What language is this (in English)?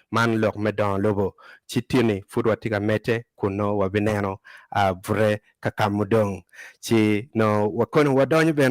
Acoli